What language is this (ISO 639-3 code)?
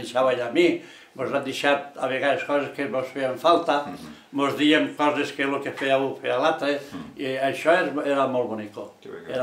cat